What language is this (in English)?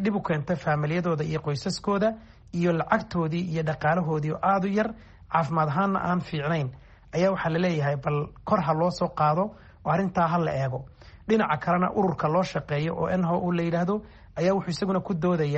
Somali